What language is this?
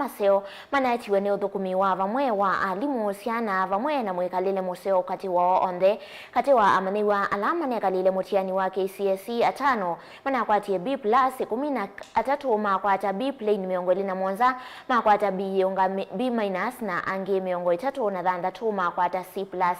Kamba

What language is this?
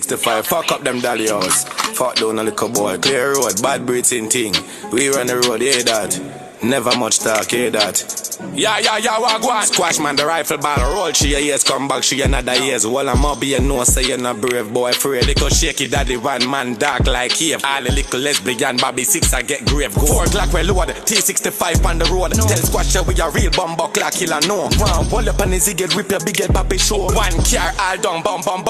Jamaican Creole English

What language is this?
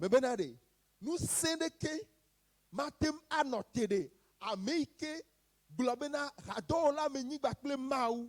Ewe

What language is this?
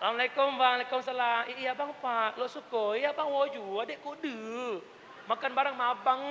Achinese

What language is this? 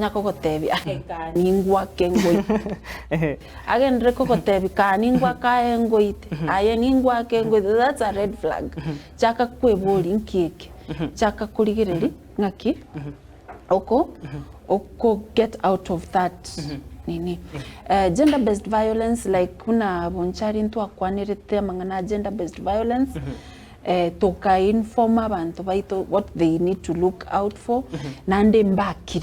Gusii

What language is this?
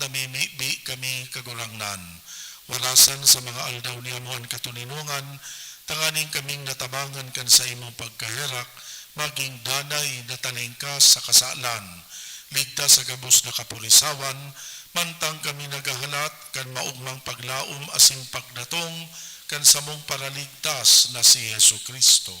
Bikol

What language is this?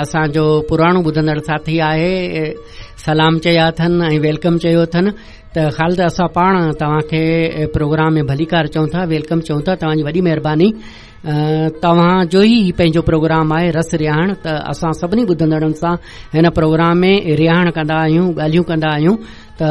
Sindhi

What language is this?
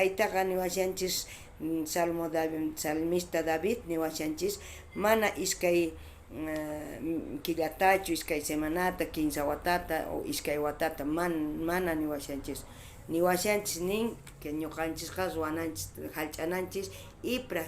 South Bolivian Quechua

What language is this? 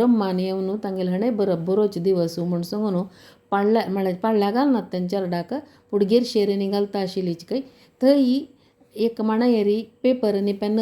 Konkani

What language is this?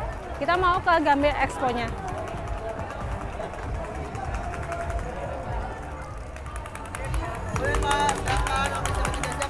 Indonesian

